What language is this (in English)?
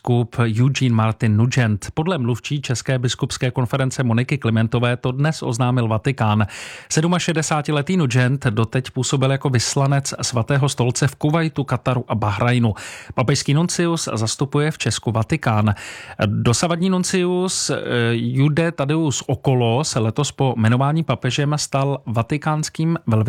Czech